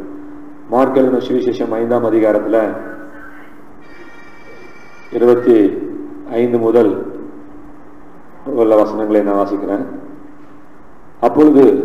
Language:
Tamil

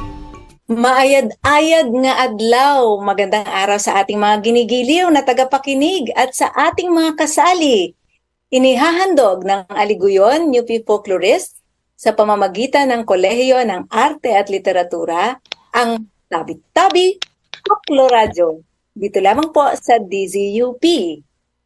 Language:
Filipino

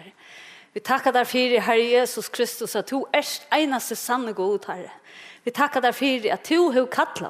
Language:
Faroese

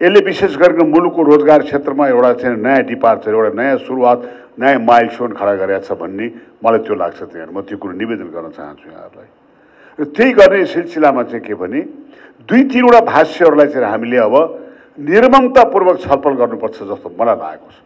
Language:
Nepali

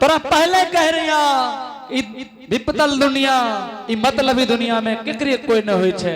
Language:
Angika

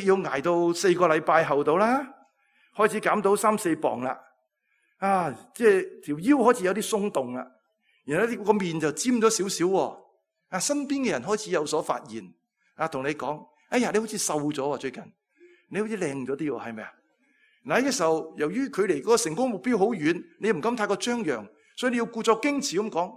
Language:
Cantonese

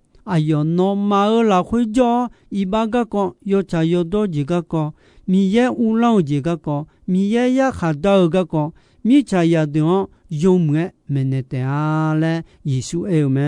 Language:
Akha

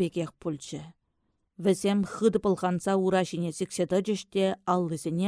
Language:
Chuvash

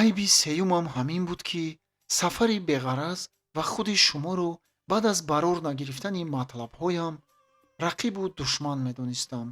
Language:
Tajik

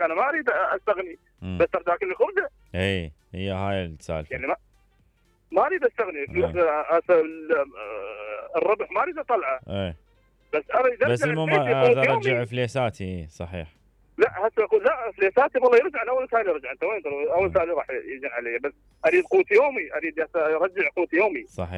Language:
Mesopotamian Arabic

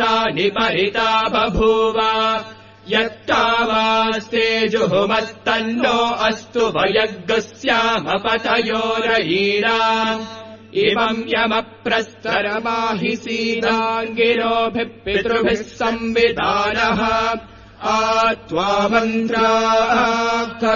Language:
Sanskrit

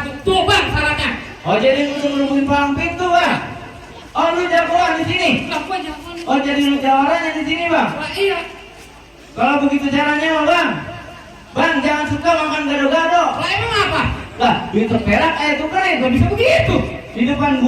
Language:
Betawi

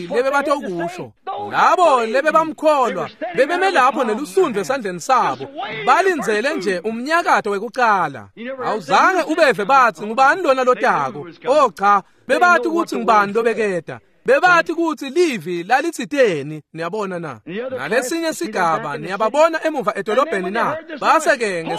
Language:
Swati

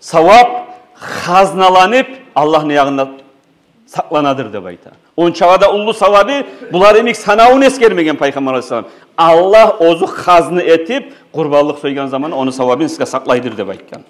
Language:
Kumyk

